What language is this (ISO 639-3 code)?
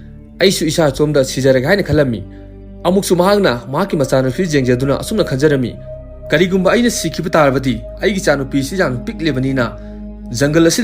mni